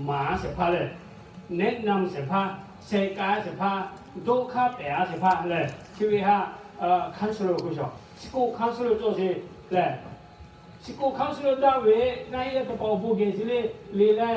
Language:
Lahu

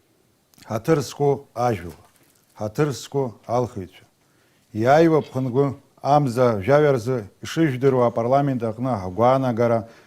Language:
Abkhazian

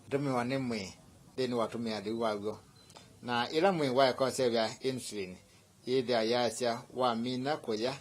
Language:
Kamba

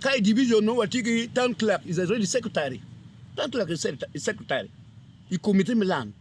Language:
Acoli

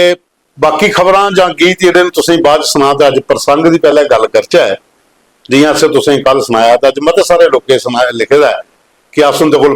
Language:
Dogri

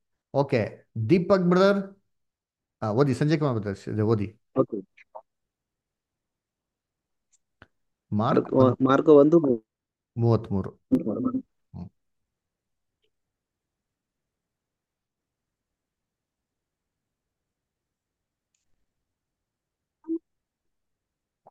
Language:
Kannada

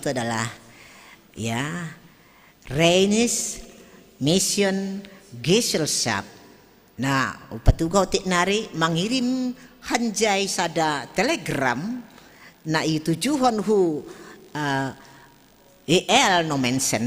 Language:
Batak Simalungun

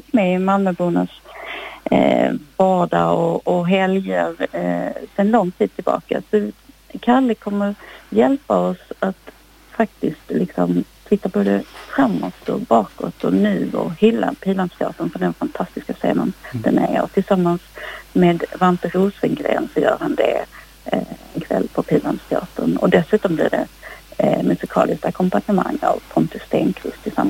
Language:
Swedish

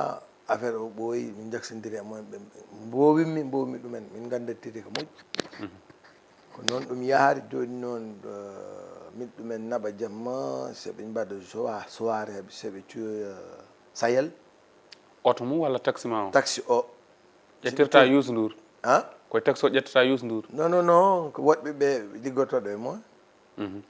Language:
Fula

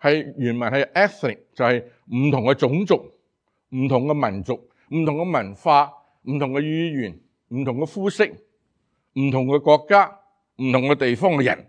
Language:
Cantonese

